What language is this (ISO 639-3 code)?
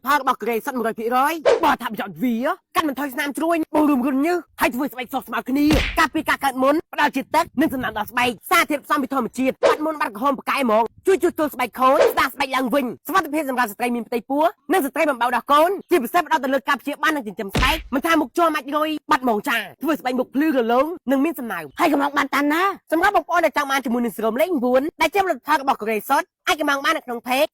khm